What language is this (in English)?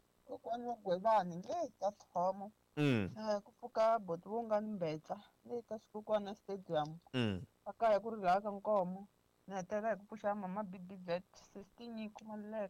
Tsonga